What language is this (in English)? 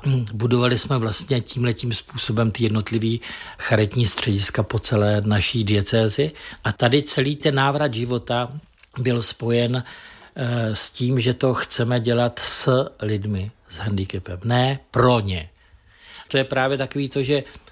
Czech